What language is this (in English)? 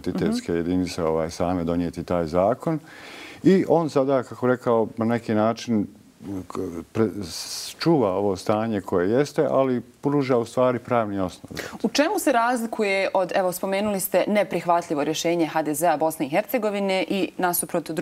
Bosnian